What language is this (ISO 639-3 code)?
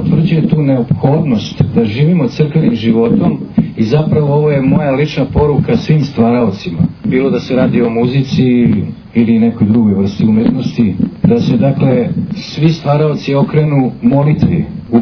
srp